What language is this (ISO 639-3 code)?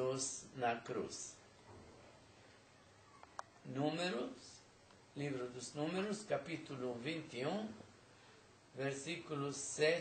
por